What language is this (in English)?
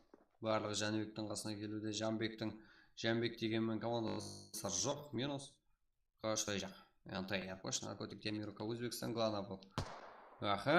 Kara-Kalpak